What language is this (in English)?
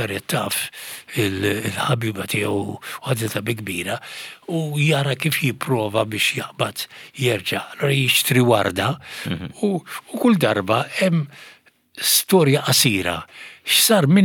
Maltese